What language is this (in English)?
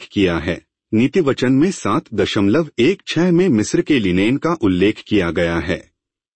Hindi